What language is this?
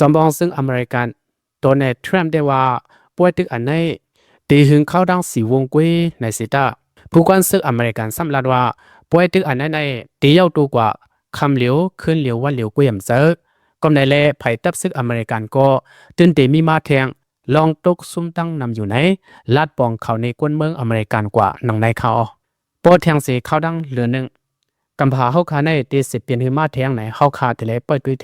Lao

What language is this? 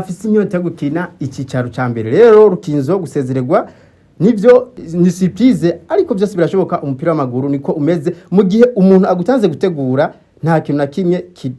Rundi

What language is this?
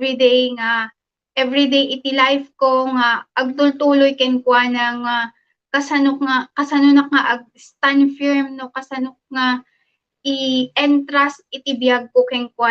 Iloko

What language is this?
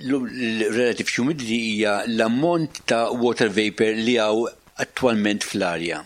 Maltese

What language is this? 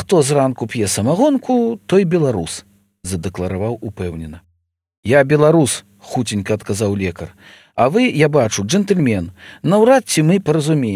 Belarusian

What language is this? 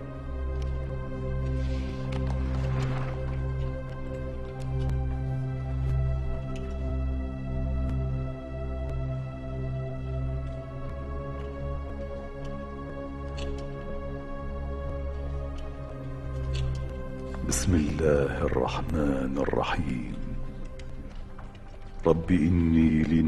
Arabic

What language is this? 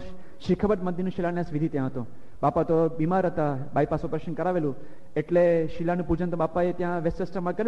Gujarati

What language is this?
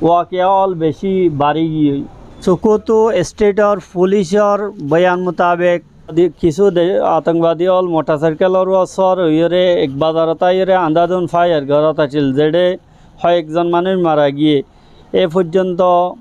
Rohingya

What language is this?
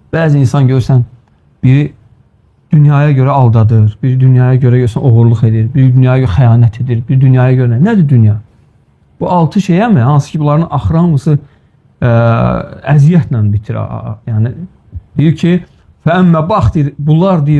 Azerbaijani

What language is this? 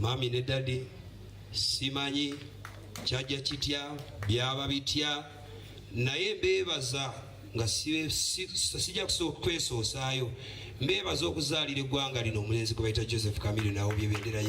Ganda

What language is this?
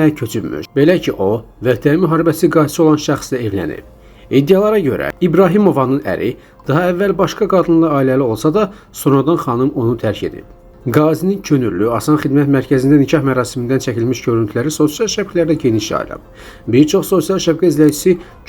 Azerbaijani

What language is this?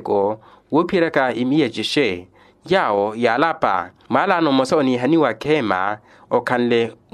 Makhuwa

